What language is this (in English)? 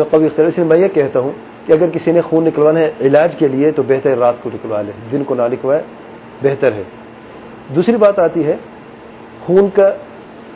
Urdu